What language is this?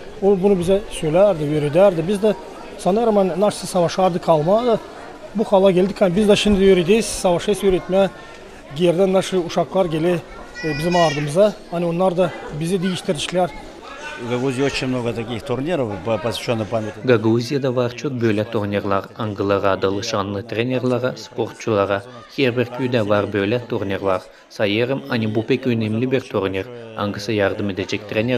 Gagauz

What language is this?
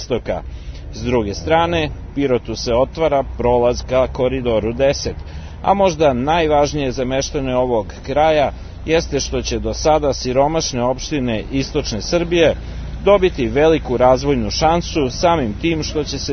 Serbian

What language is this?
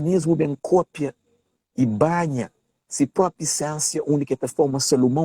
Kabuverdianu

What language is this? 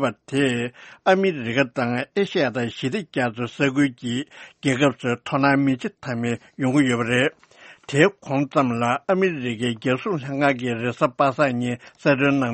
Tibetan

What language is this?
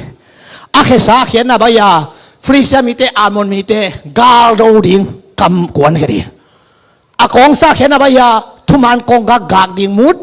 Tedim Chin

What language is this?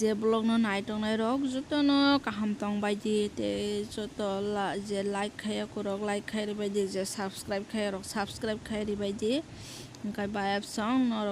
Kok Borok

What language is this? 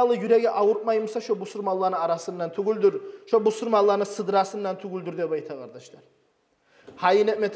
Kumyk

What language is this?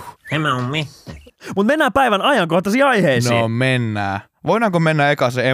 Finnish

